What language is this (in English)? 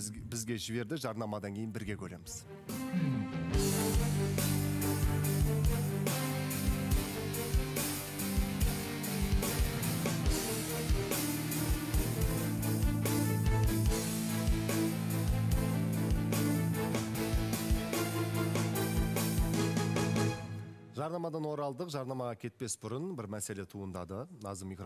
Kazakh